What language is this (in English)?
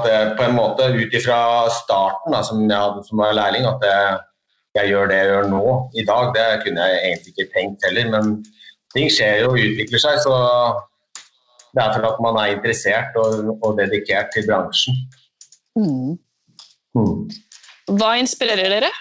Norwegian